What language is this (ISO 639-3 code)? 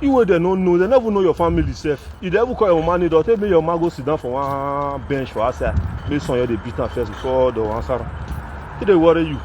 pcm